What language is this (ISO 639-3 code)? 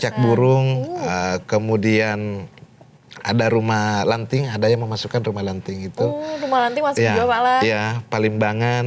bjn